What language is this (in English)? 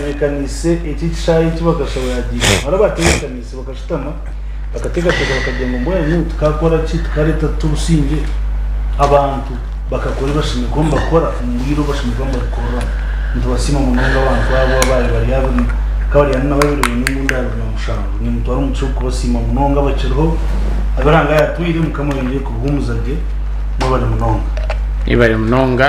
Nyankole